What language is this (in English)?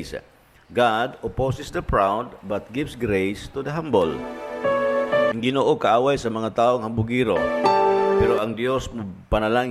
Cebuano